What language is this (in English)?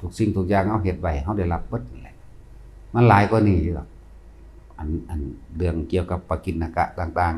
Lao